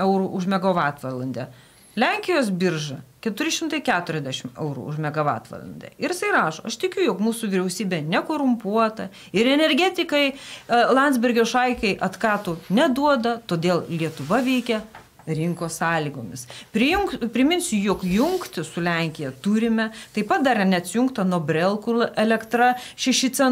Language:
Lithuanian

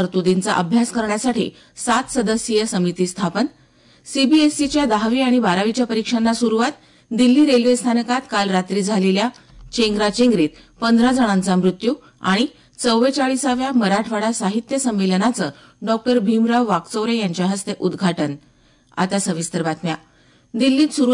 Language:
Marathi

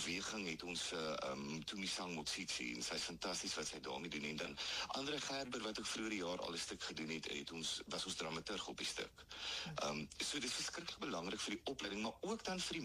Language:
Afrikaans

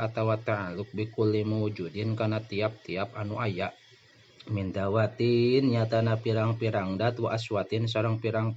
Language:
Sundanese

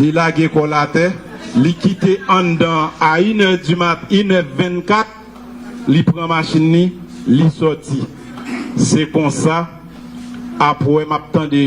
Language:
Haitian Creole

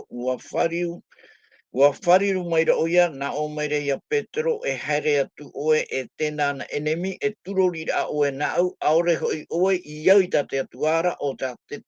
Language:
Tahitian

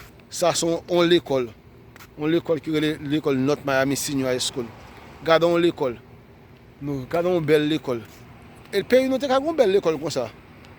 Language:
Haitian Creole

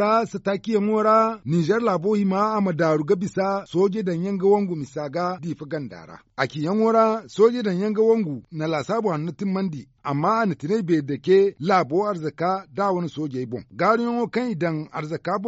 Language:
Zarma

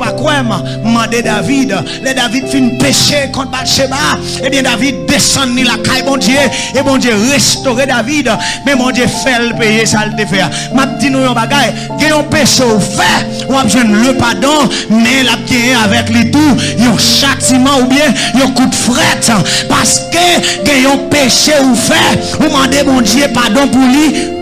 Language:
Haitian Creole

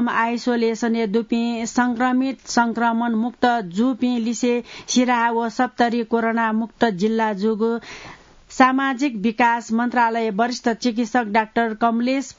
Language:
Newari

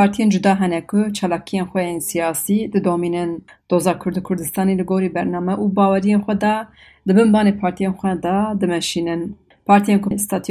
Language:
Kurdish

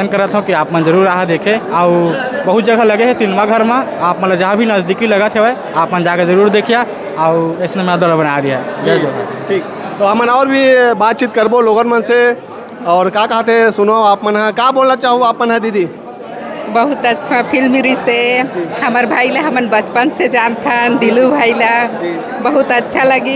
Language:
Chhattisgarhi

